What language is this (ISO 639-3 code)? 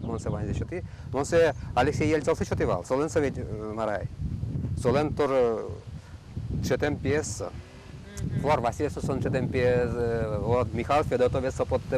udm